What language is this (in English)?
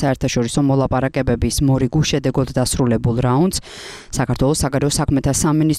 Georgian